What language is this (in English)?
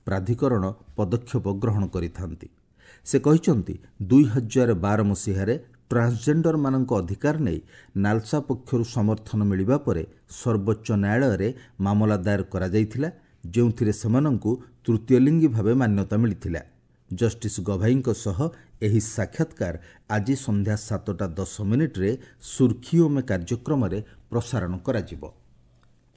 Odia